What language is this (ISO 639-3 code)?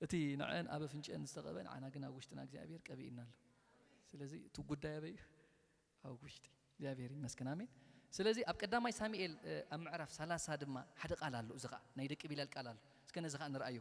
tir